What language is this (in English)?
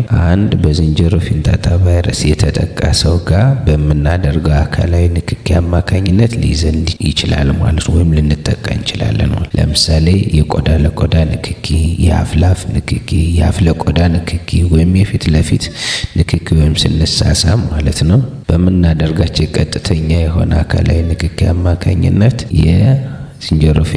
Amharic